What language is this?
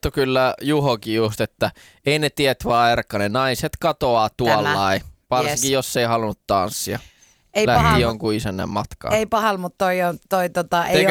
Finnish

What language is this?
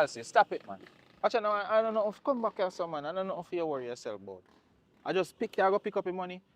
Jamaican Creole English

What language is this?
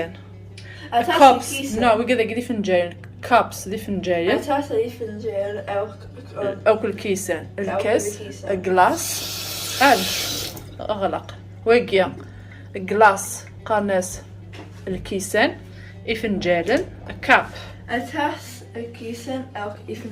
Kabyle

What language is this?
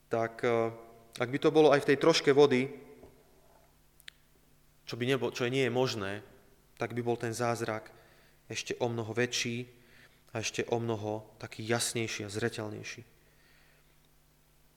Slovak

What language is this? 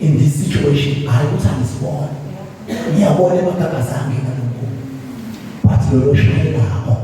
Zulu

